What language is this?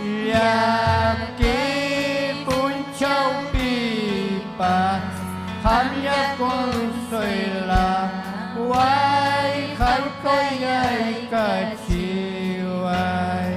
Ayacucho Quechua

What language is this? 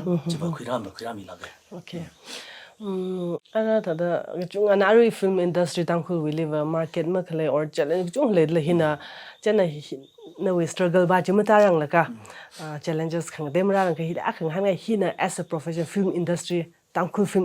Tangkhul Naga (India)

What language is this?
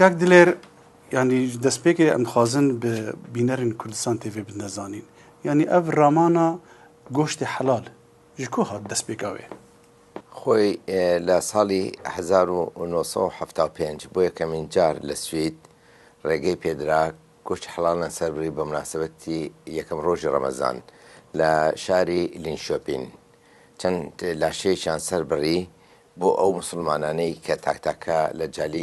Kurdish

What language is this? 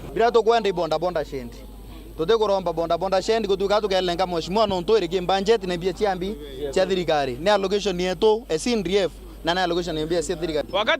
Meru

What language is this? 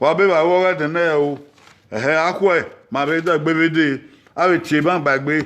Bini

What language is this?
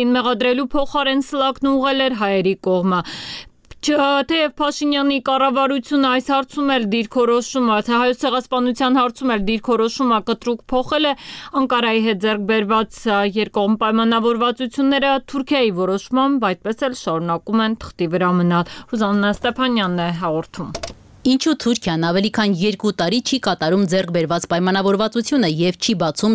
Armenian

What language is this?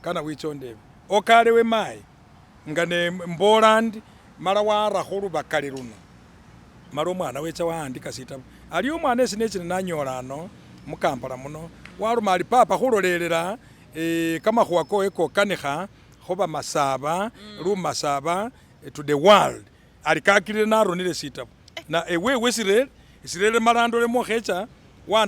Masaaba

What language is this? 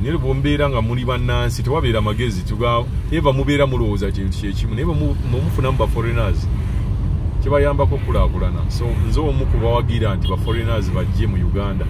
Ganda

